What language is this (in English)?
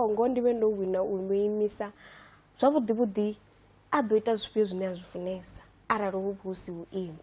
Venda